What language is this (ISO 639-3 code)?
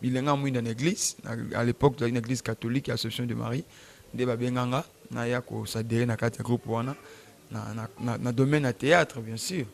lin